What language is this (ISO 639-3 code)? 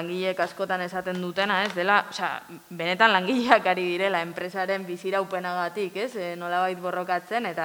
eus